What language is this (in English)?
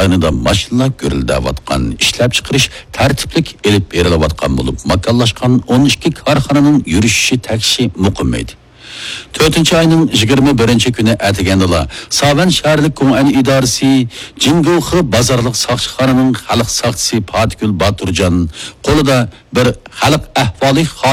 Uyghur